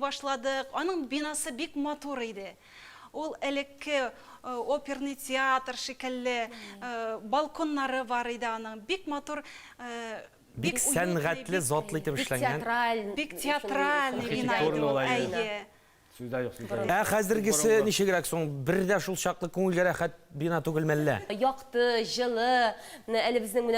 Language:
Tatar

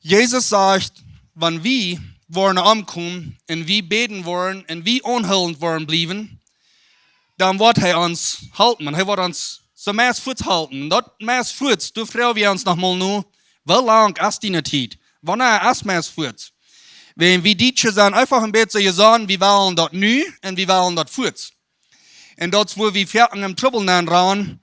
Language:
Plautdietsch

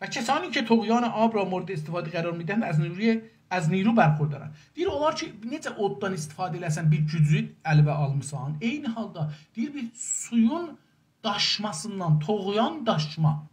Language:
South Azerbaijani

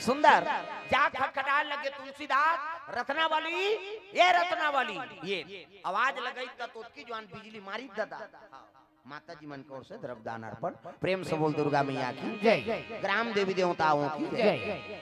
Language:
Chhattisgarhi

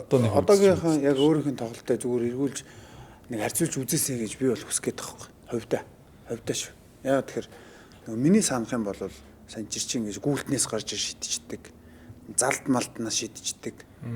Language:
Mongolian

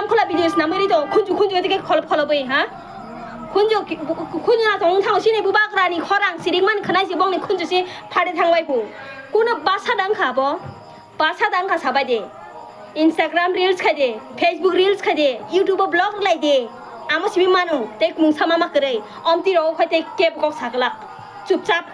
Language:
Kok Borok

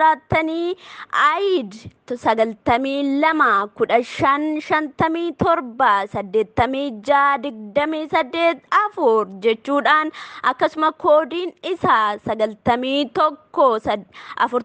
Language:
Oromo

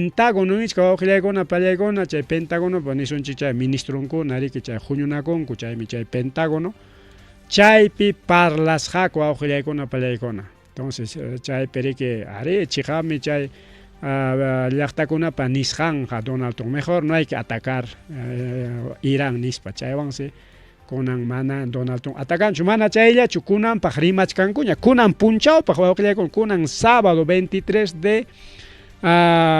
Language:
Ayacucho Quechua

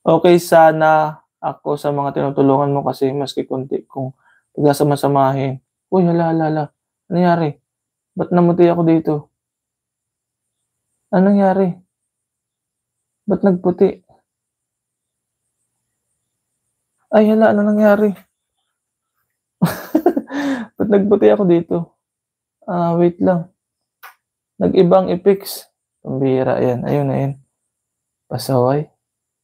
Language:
Filipino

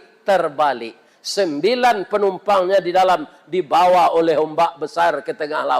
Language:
Minangkabau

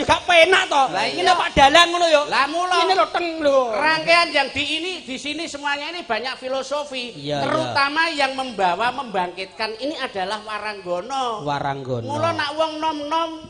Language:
Javanese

